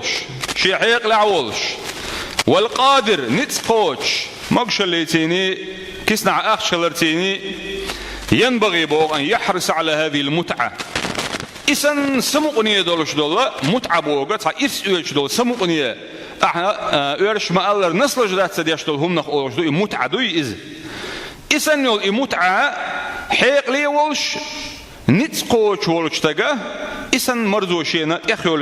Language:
Chechen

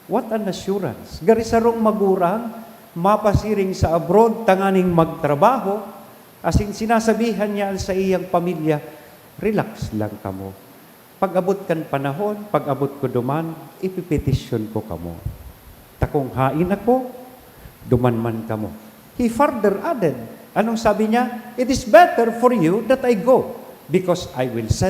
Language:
Bikol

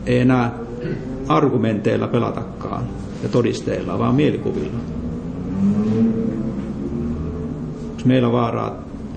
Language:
Finnish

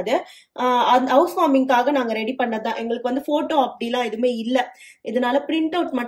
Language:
Tamil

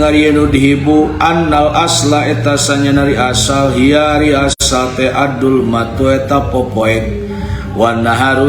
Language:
Sundanese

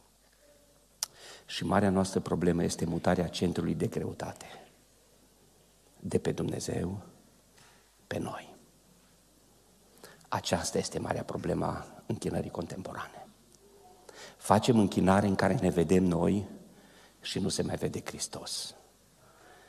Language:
Romanian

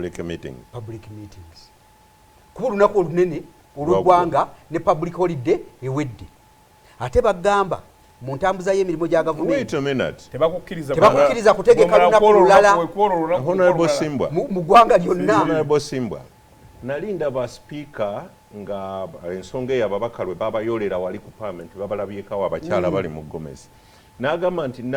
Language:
Ganda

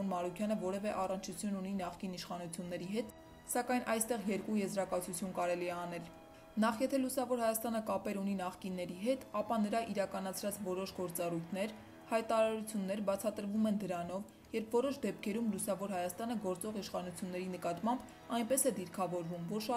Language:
Armenian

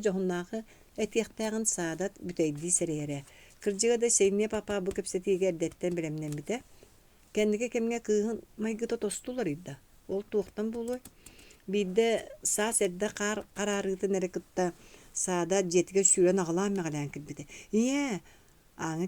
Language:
Yakut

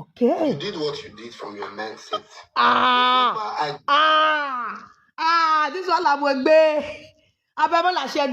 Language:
Nigerian Pidgin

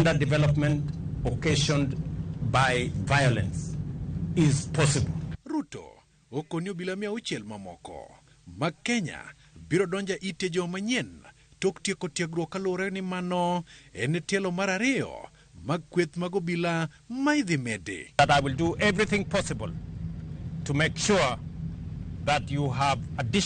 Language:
Luo (Kenya and Tanzania)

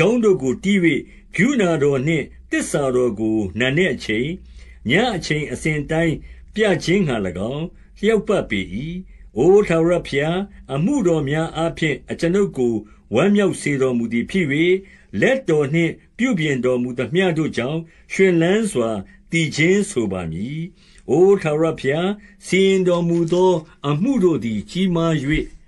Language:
Burmese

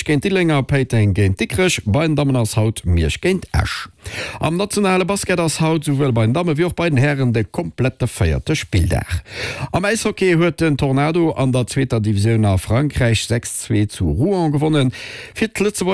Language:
Luxembourgish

